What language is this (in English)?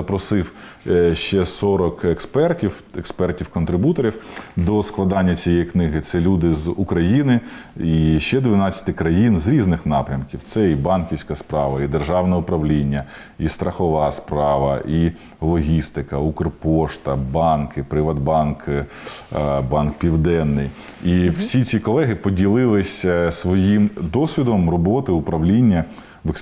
Ukrainian